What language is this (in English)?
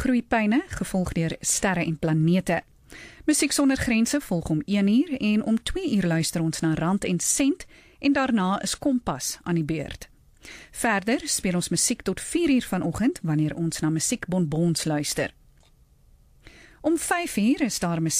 Afrikaans